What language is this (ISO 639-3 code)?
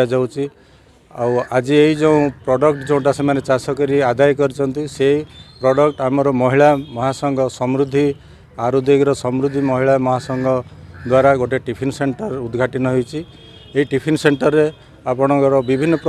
ori